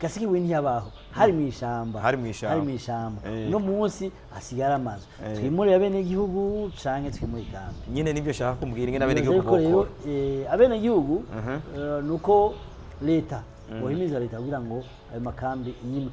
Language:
Rundi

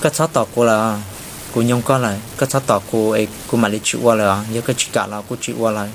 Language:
Hmong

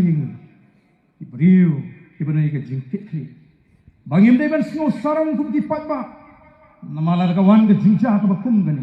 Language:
Khasi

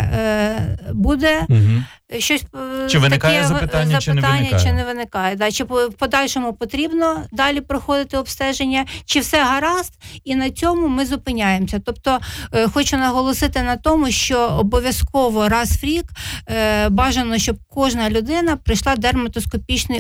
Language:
Ukrainian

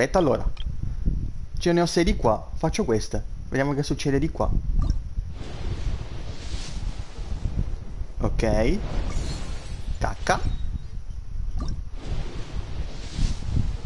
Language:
Italian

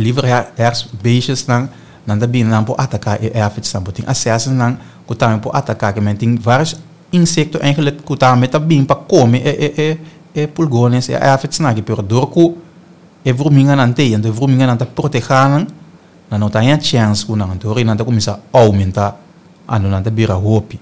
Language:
Papiamento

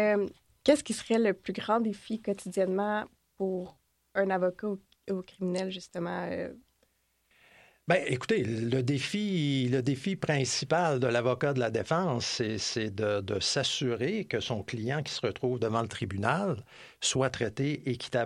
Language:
French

